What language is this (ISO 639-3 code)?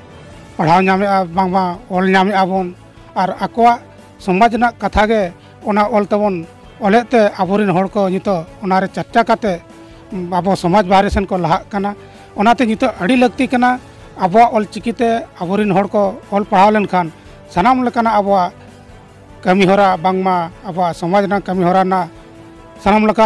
sat